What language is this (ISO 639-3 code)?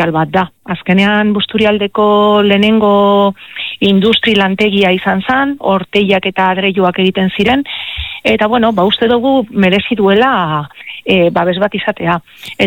eus